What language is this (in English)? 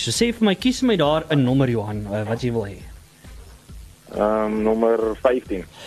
Afrikaans